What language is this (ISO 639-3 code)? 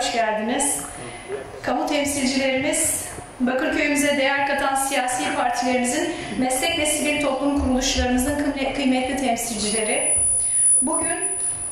tur